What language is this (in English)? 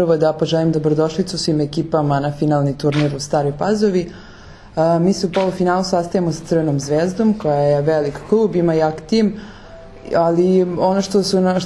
Serbian